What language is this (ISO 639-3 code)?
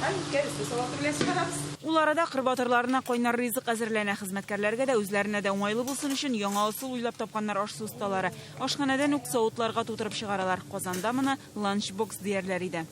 tat